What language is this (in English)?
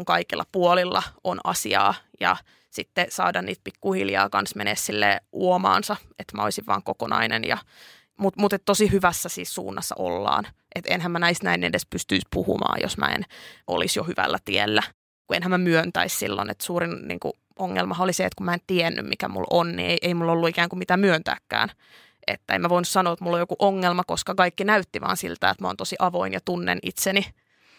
Finnish